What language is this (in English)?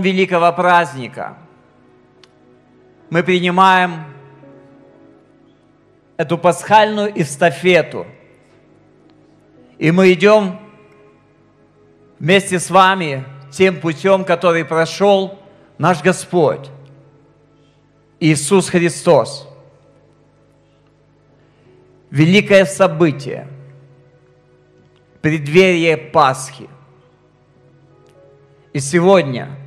Russian